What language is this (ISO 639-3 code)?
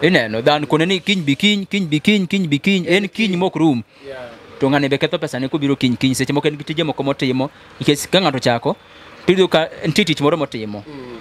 luo